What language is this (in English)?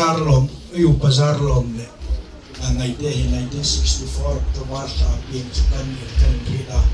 Hmar